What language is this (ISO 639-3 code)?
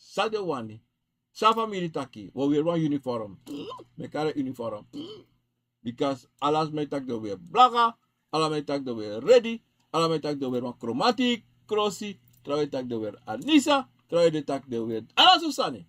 srn